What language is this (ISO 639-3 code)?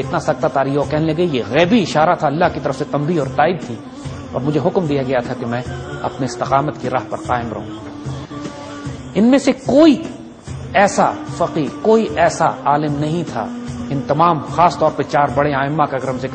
urd